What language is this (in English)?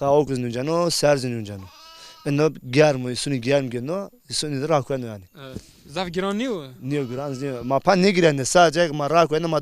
Zaza